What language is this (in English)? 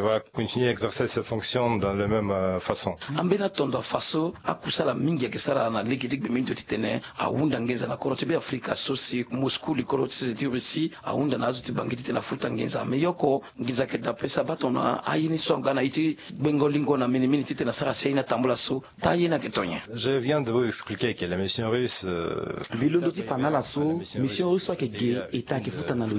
Sango